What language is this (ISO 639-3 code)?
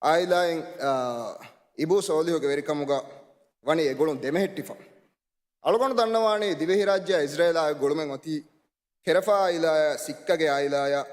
div